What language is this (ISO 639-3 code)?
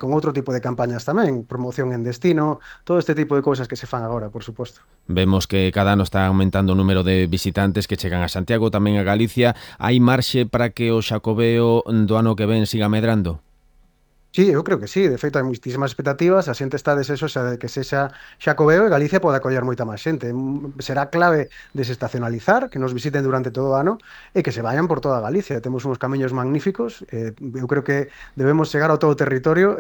glg